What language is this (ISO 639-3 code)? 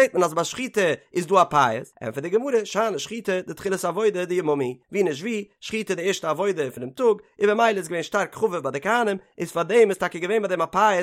yid